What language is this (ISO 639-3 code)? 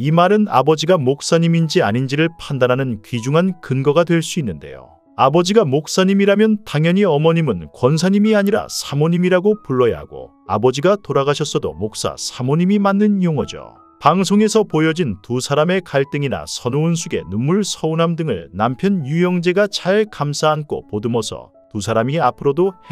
kor